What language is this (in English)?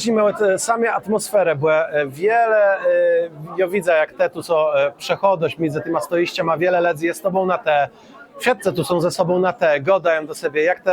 Kashubian